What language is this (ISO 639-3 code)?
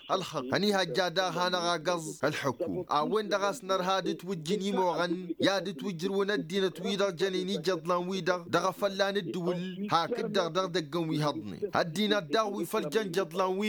taq